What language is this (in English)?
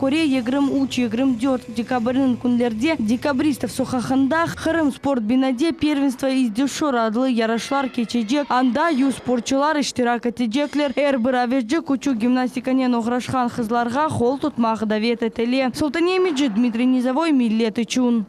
Crimean Tatar